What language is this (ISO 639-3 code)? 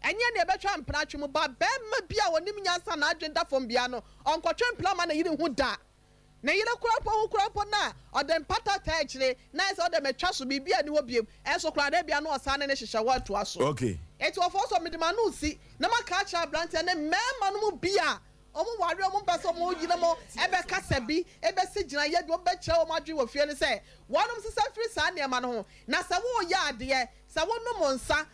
aka